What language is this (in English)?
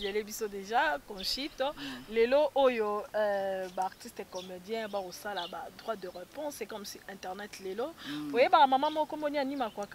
Lingala